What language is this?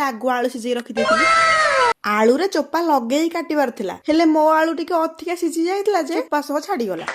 Odia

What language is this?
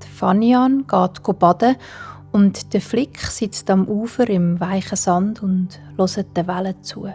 Swiss German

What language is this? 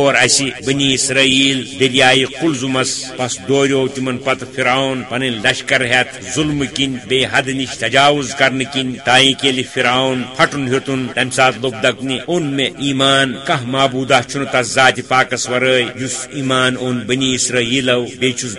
Kashmiri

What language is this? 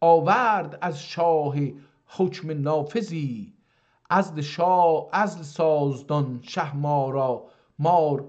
South Azerbaijani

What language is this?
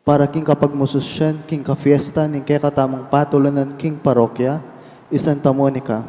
Pampanga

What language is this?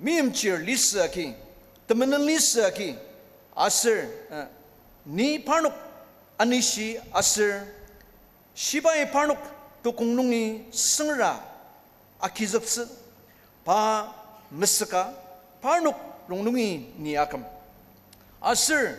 Ao Naga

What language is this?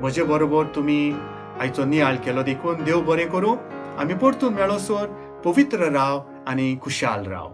Konkani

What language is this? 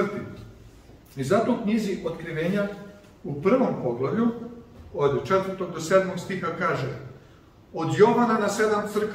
Serbian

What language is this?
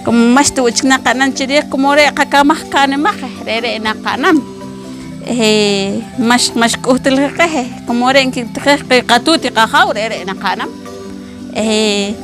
Poqomchi'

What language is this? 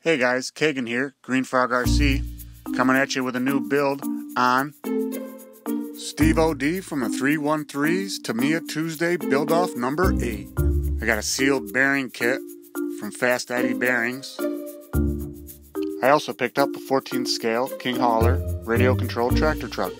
English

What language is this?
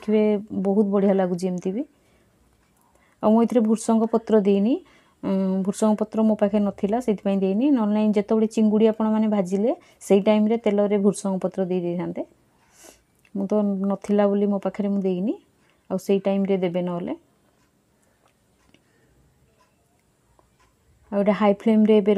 Odia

